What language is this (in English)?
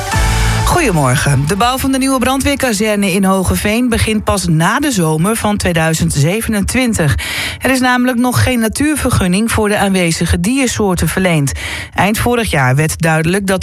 Dutch